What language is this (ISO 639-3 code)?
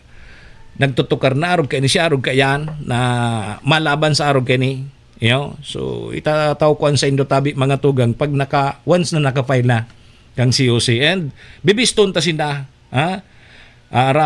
bik